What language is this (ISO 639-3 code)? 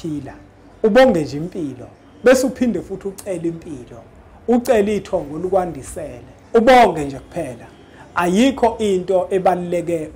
zul